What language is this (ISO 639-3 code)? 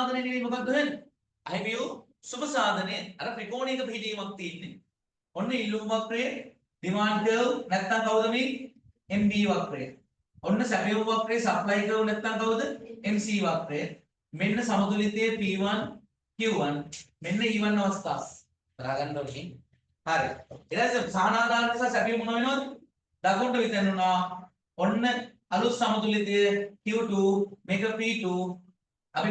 sin